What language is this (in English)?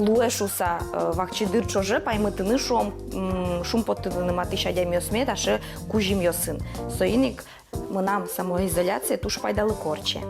Udmurt